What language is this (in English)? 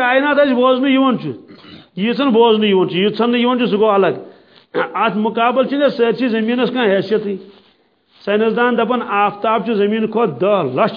Kashmiri